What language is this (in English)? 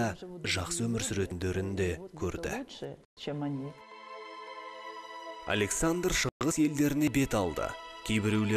Kazakh